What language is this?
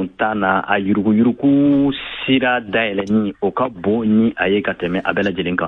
Bambara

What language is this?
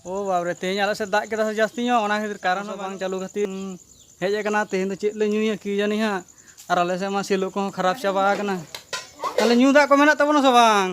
Santali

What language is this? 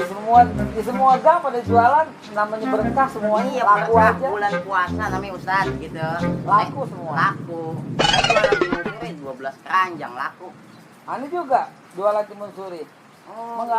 Betawi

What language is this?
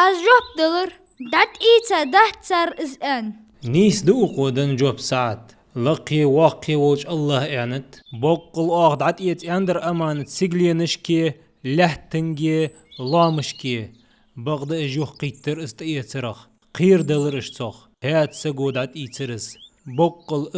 Ingush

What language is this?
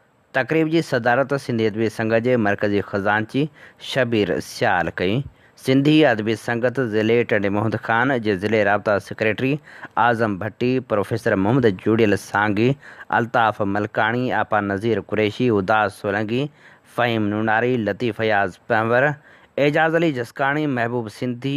Sindhi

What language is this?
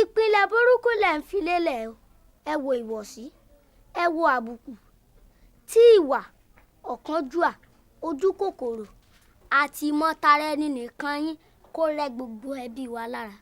Yoruba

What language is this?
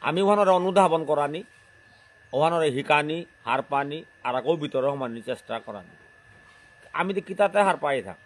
Bishnupriya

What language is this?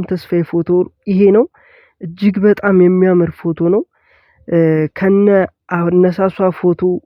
Amharic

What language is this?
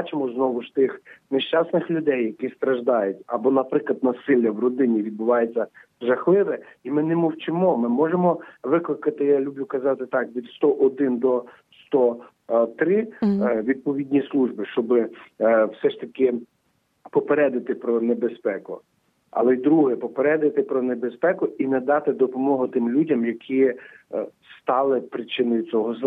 Ukrainian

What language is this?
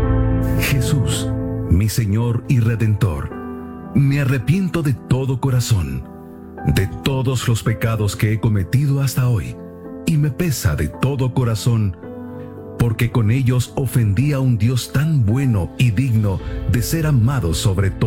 Spanish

